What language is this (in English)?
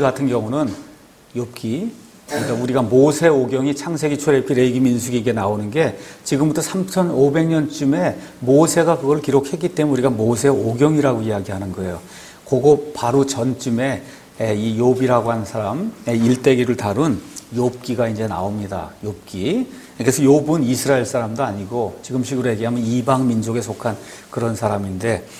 Korean